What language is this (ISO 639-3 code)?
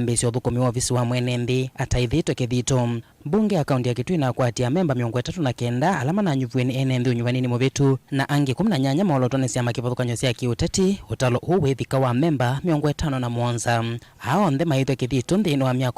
kam